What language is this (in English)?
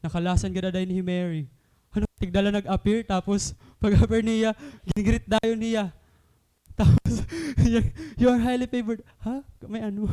Waray